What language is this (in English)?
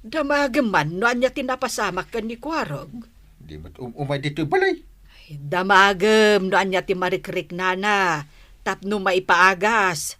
Iloko